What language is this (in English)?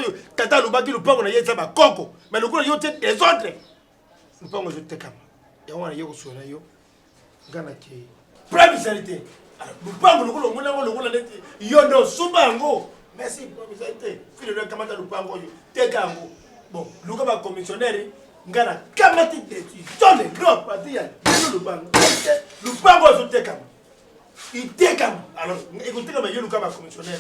Lingala